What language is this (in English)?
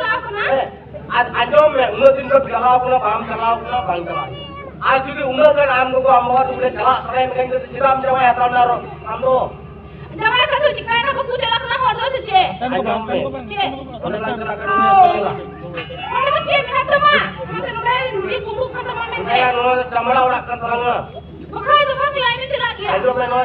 Santali